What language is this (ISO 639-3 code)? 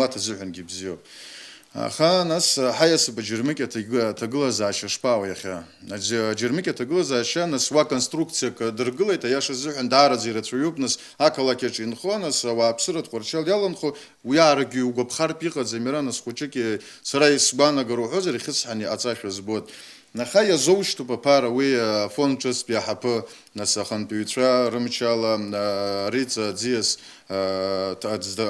abk